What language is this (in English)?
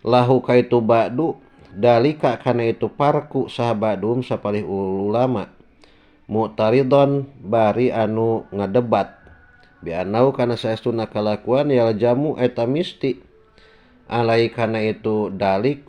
Sundanese